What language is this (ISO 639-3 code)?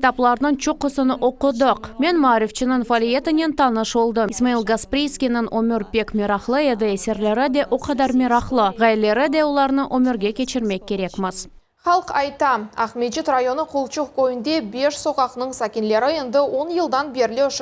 crh